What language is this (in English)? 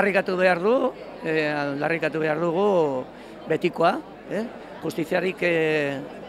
Basque